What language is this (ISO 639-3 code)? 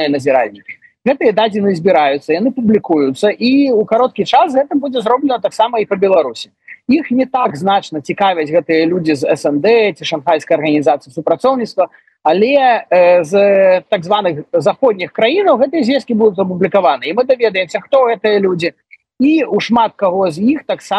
bel